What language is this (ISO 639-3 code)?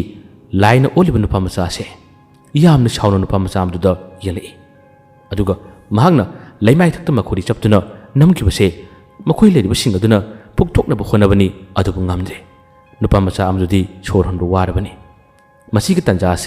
mni